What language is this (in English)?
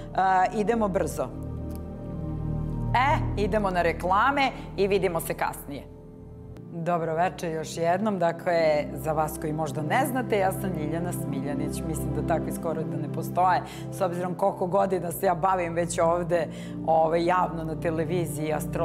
Serbian